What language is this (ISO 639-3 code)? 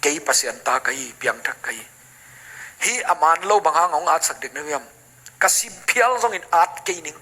ctd